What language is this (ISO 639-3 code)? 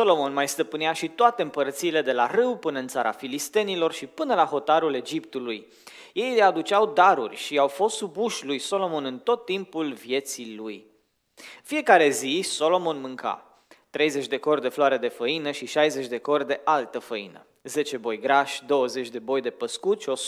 ron